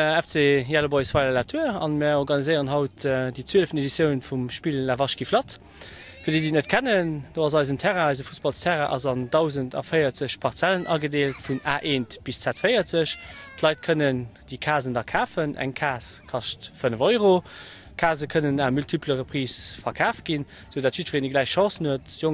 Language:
Luxembourgish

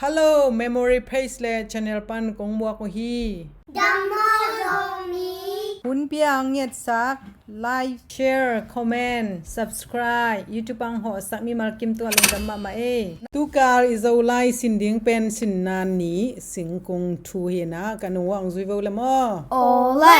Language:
Tedim Chin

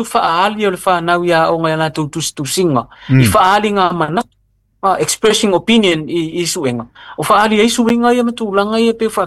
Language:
Samoan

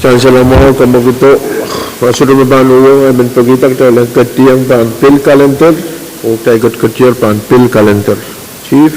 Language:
Pohnpeian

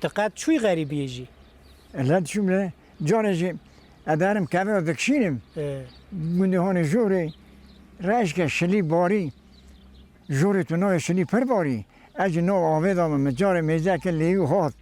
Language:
Kurdish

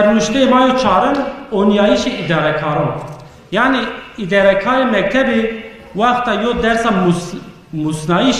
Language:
Zaza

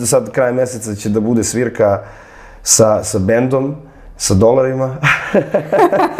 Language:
Serbian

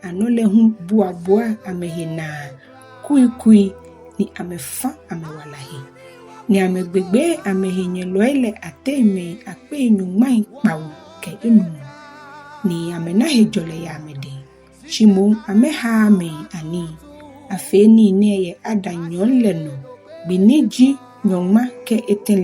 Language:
Ga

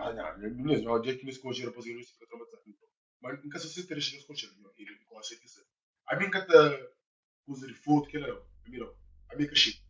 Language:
Kabuverdianu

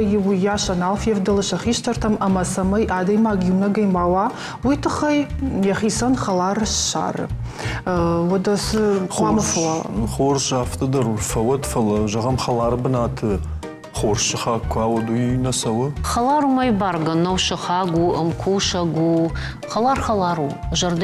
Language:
Ossetic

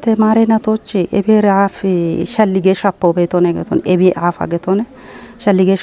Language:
Kafa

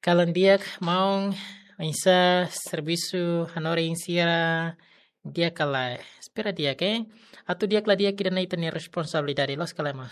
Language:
Tetum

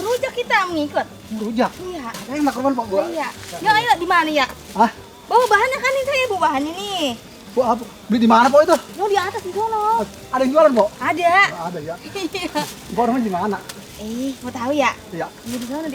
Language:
Betawi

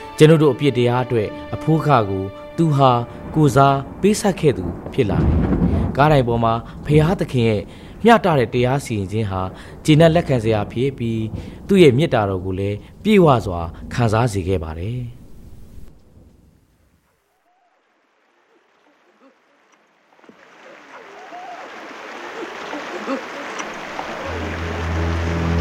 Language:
Burmese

